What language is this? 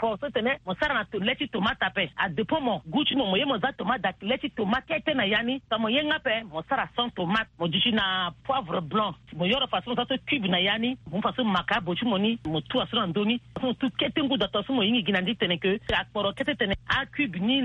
Sango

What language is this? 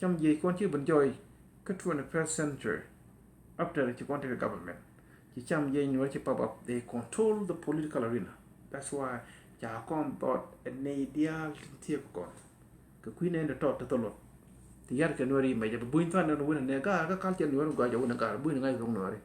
Nuer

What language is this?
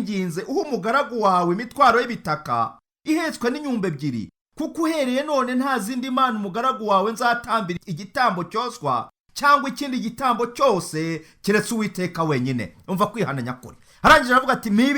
Kinyarwanda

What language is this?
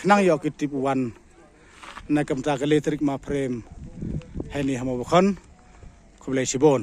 Pnar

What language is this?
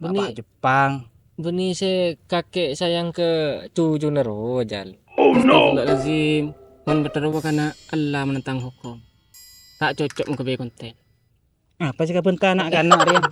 Madurese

